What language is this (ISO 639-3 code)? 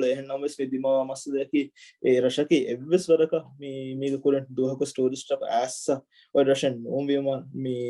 div